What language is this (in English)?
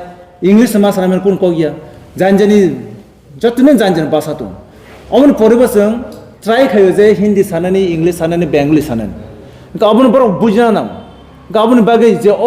Kok Borok